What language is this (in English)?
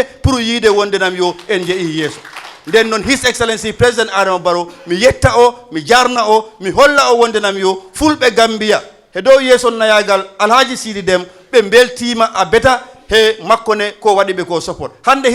Fula